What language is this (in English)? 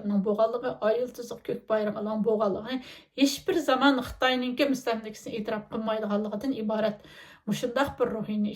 Uyghur